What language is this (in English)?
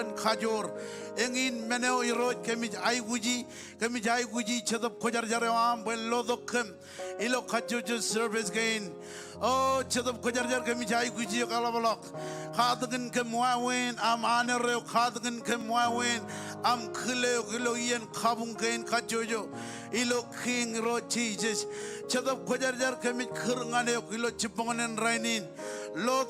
Marshallese